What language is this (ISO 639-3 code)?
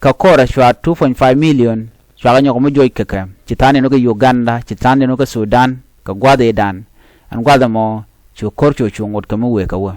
nus